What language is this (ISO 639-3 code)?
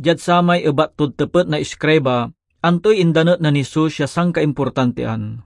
pag